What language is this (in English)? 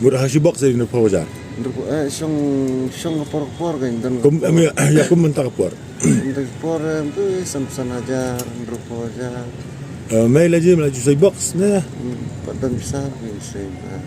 Khasi